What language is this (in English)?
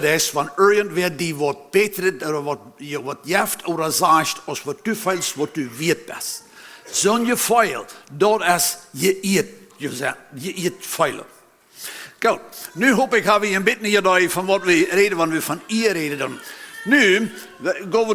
Plautdietsch